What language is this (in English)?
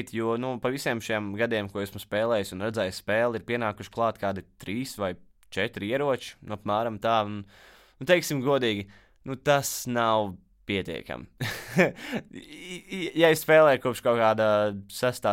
Latvian